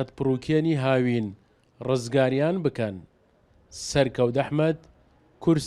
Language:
Central Kurdish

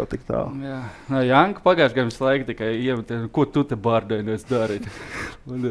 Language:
Latvian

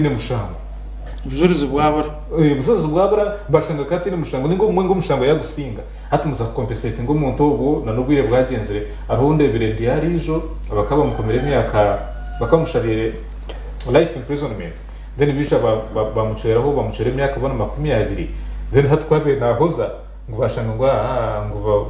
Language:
Nyankole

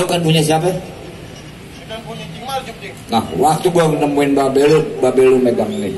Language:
Betawi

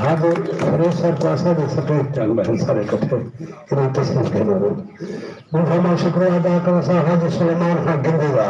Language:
Saraiki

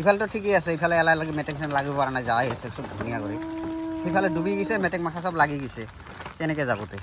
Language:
Assamese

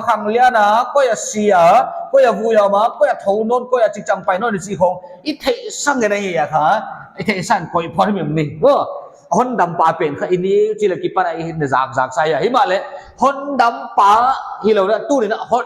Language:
Paite Chin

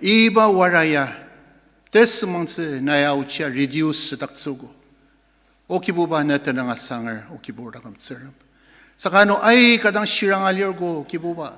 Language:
Ao Naga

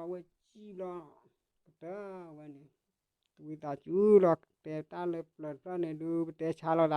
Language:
S'gaw Karen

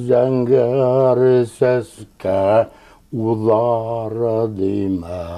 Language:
Bashkir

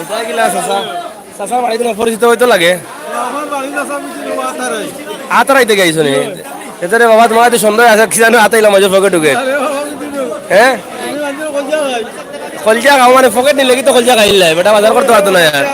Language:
Sylheti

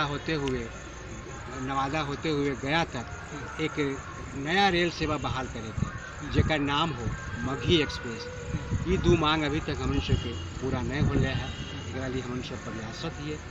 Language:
Magahi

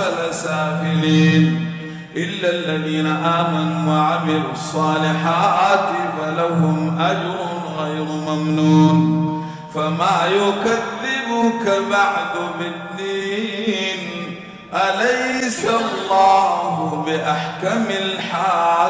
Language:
Arabic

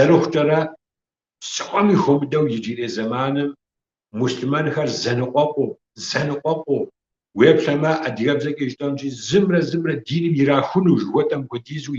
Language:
Kabardian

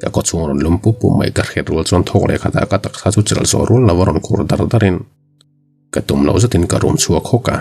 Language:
Mizo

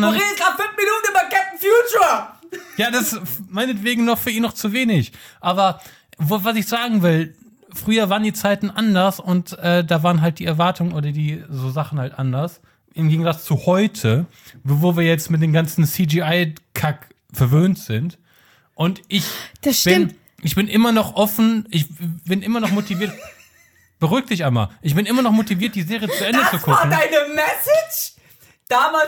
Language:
German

